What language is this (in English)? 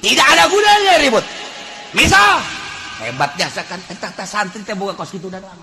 Sundanese